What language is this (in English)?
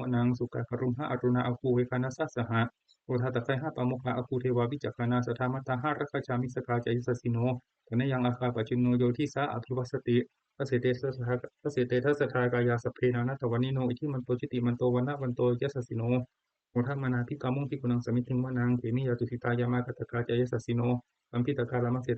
Pali